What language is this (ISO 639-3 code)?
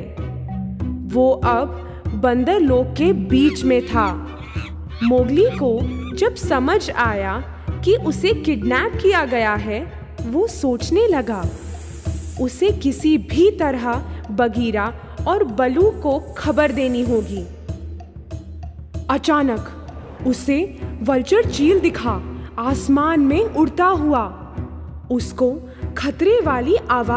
hin